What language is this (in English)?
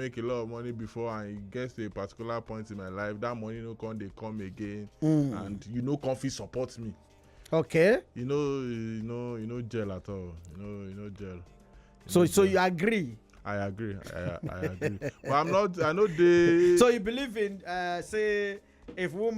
Nigerian Pidgin